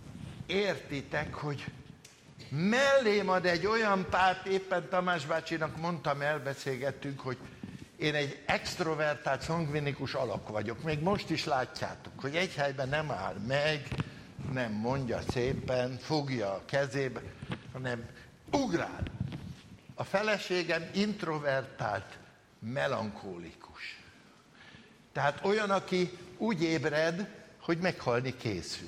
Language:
Hungarian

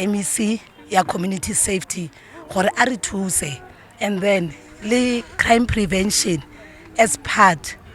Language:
Tswana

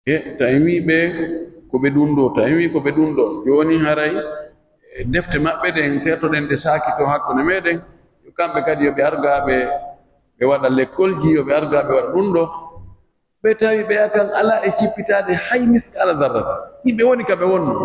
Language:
Pular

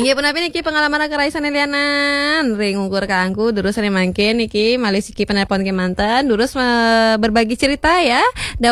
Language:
Balinese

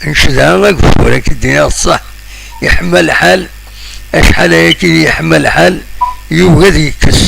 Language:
Kabyle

